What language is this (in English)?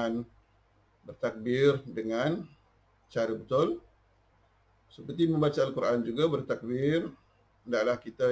Malay